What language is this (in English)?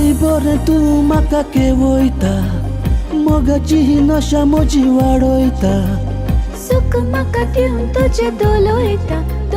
Konkani